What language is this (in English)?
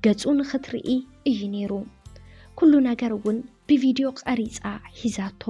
Tigrinya